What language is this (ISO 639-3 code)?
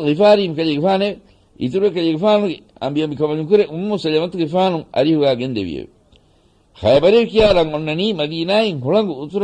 div